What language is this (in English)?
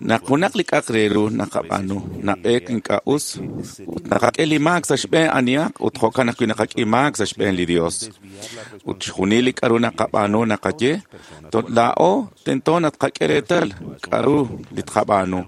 Kekchí